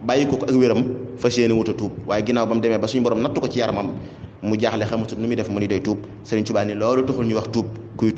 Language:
Wolof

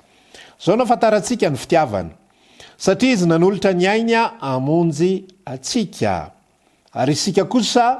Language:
Malagasy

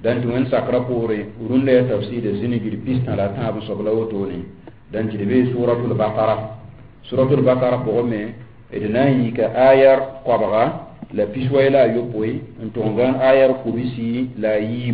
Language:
Mossi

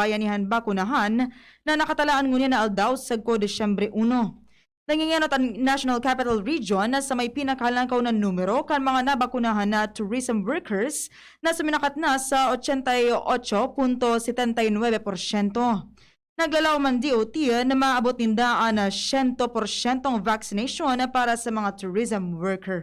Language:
Bikol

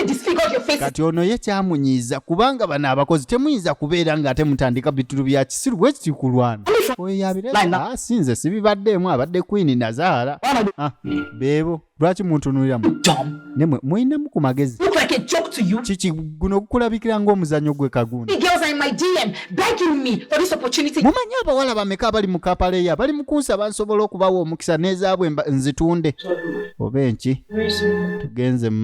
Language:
Ganda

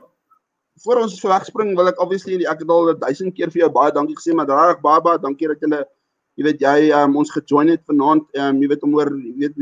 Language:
Afrikaans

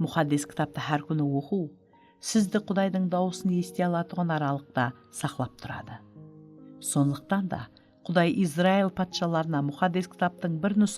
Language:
Kara-Kalpak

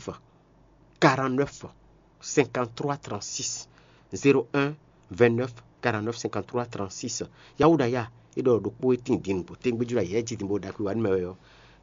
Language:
Fon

